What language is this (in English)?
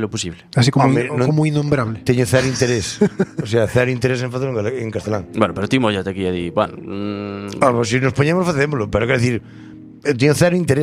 Galician